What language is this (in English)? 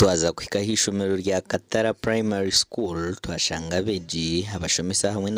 Nyankole